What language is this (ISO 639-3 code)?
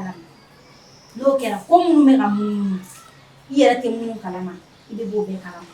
bam